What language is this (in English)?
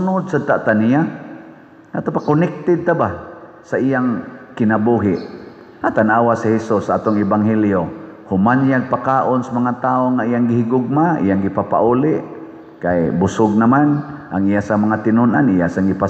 Cebuano